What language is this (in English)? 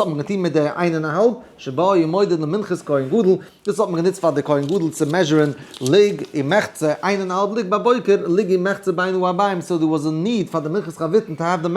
Yiddish